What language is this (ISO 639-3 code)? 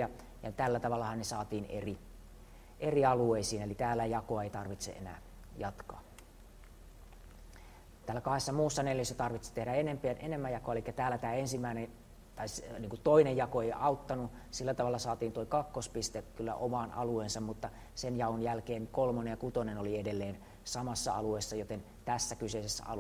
fin